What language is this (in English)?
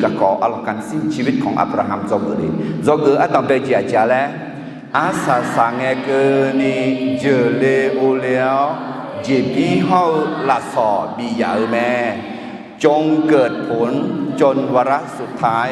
Akha